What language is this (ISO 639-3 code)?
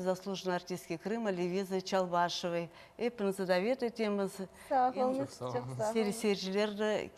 crh